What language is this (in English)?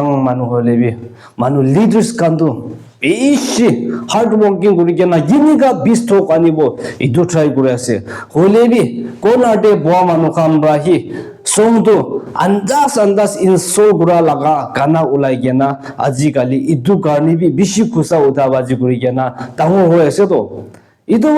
Naga Pidgin